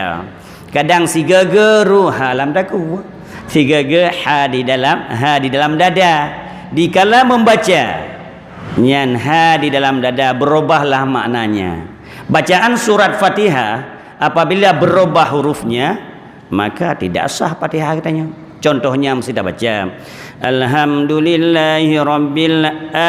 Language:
Achinese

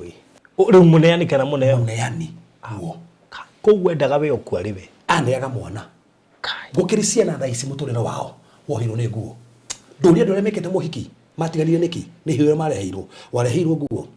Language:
Kikuyu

